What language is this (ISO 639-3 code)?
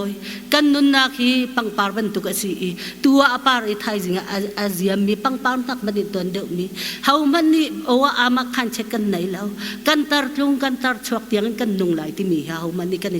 cnh